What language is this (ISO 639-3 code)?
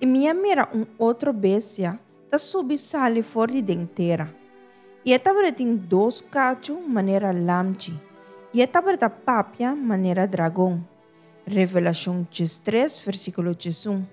pap